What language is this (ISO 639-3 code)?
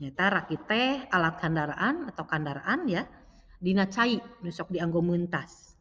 sun